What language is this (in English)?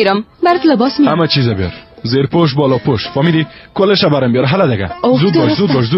Persian